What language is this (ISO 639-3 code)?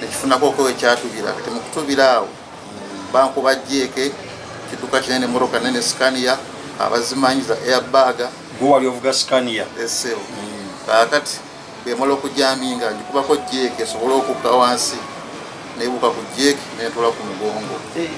lug